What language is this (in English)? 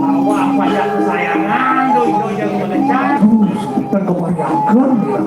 Balinese